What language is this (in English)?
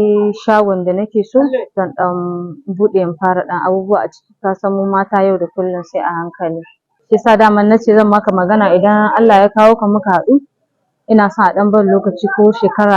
Hausa